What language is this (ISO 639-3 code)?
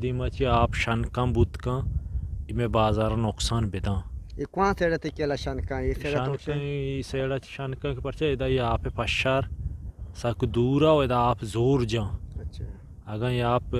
bgp